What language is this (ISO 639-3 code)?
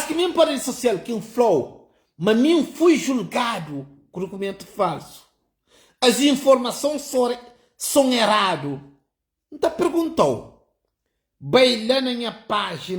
kea